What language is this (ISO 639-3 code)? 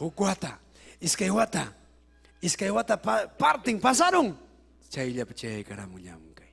quy